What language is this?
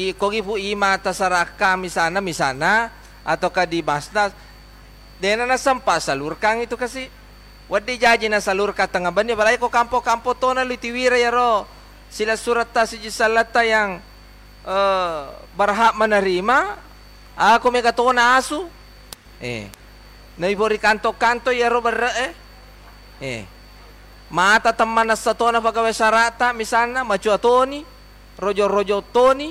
Buginese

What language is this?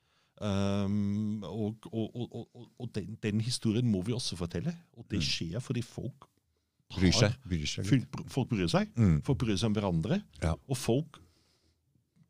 Norwegian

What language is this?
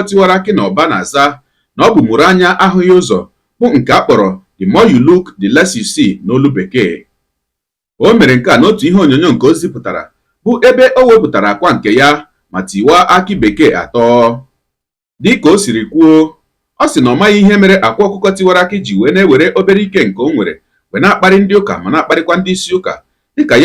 Igbo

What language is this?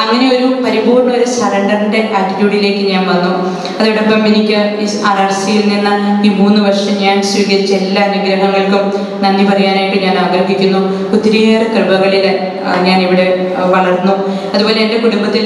Malayalam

